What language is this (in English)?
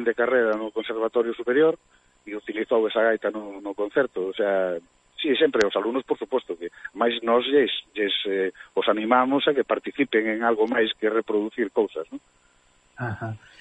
Galician